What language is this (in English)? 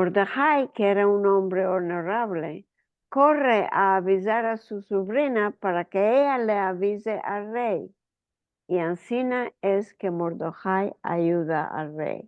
Ladino